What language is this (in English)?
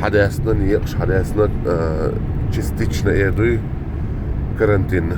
Chechen